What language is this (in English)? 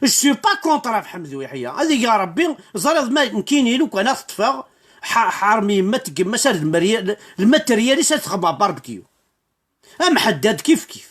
Kabyle